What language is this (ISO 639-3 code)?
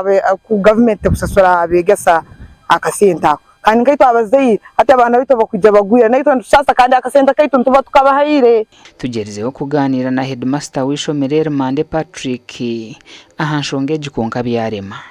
nyn